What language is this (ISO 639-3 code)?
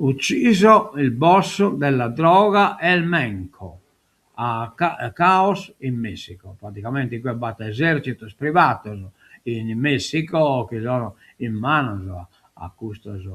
srd